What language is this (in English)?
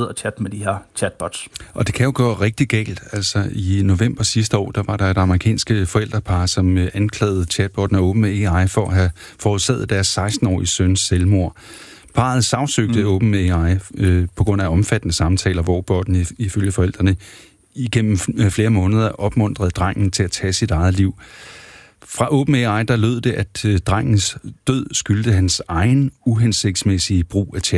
Danish